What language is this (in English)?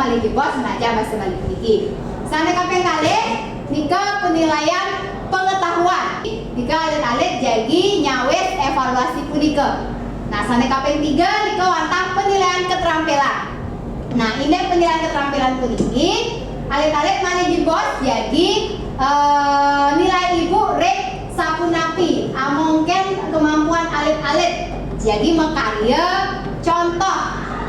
Balinese